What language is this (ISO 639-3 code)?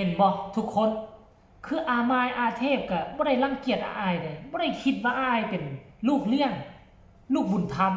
tts